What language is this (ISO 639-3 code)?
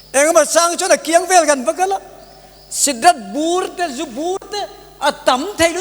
lus